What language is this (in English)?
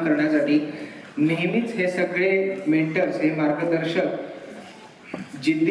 Marathi